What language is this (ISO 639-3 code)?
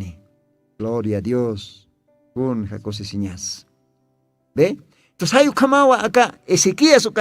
aym